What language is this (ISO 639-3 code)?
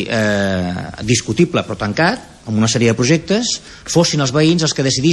cat